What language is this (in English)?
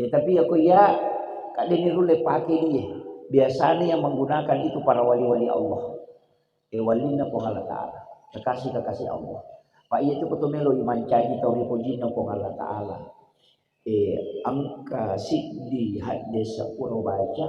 Buginese